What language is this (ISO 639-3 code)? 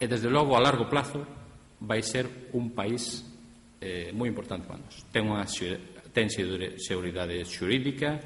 glg